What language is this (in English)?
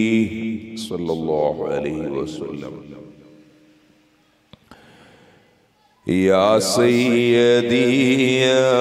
Malayalam